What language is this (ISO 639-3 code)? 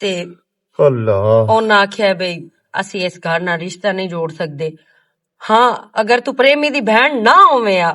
lah